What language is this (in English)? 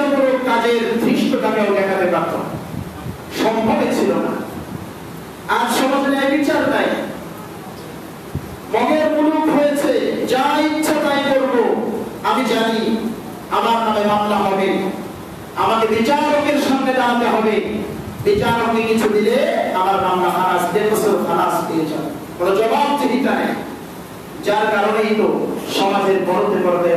Bangla